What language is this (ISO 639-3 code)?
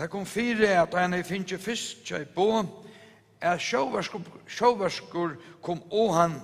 fao